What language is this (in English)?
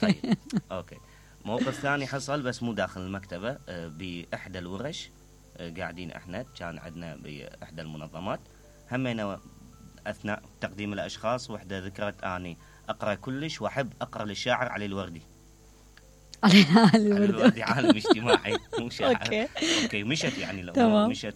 Mesopotamian Arabic